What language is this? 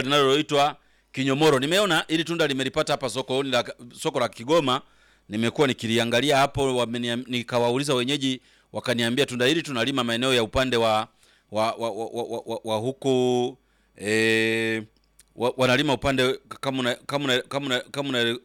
Swahili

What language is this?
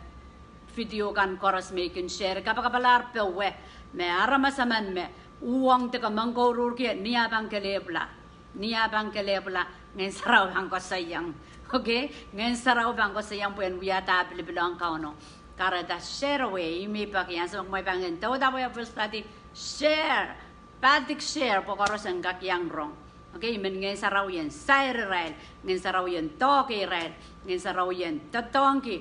Pohnpeian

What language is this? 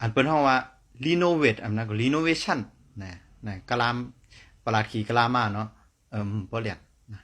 Shan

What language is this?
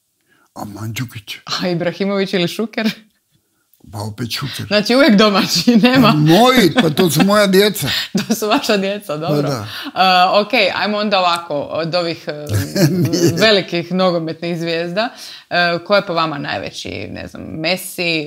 Croatian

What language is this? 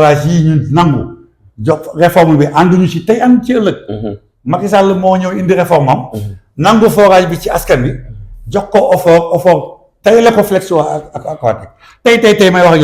Wolof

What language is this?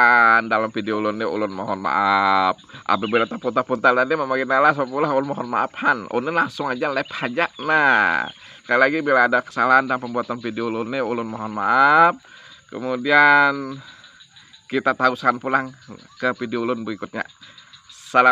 Banjar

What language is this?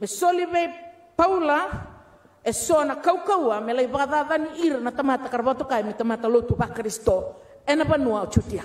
Fijian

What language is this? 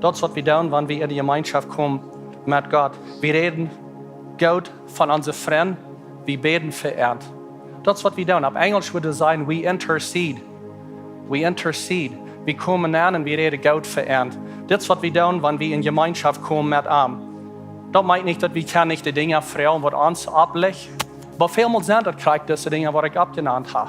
Plautdietsch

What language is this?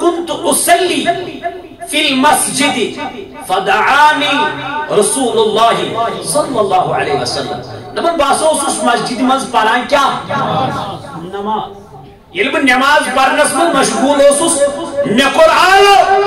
Kashmiri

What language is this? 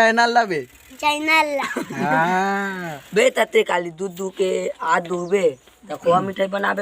Chhattisgarhi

